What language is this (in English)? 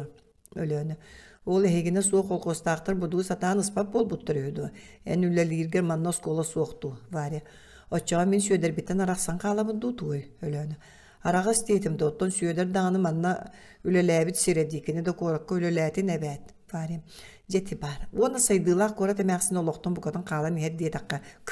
Yakut